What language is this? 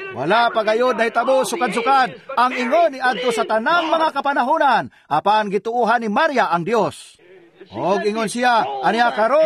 Cebuano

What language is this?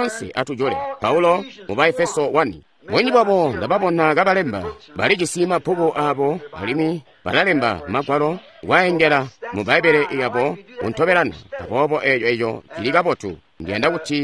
Tonga (Zambia)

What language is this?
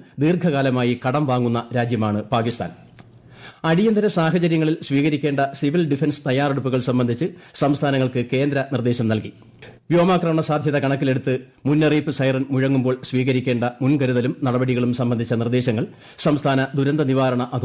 Malayalam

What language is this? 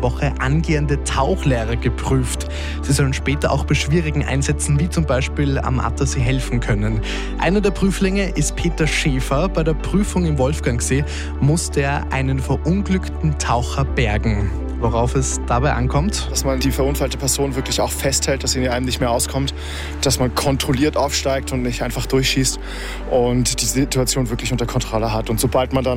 German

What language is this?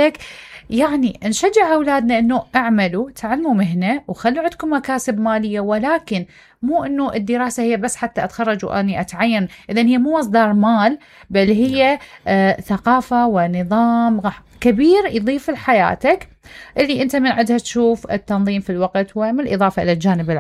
Mesopotamian Arabic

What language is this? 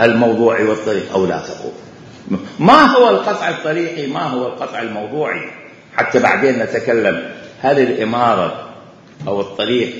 Mesopotamian Arabic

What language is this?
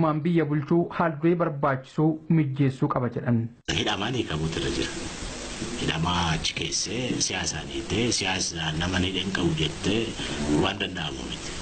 Oromo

